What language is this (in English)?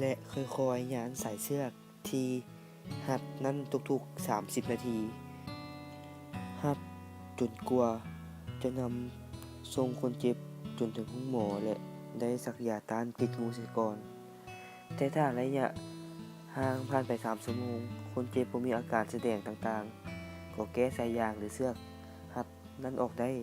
Lao